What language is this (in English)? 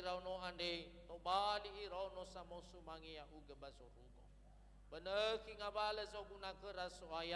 Nias